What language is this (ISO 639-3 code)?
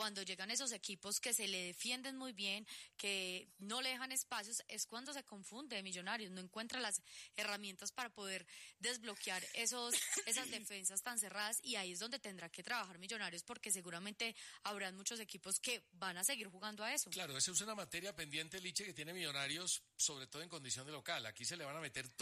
spa